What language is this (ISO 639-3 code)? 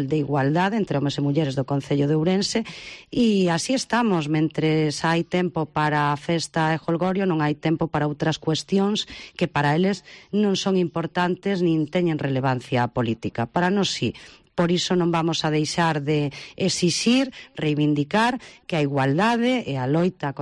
glg